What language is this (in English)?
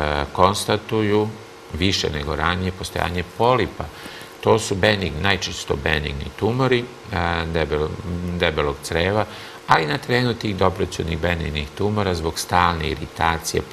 Serbian